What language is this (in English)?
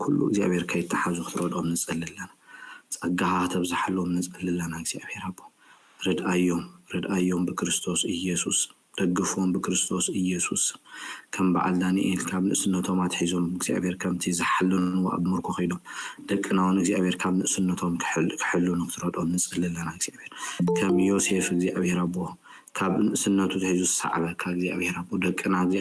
Tigrinya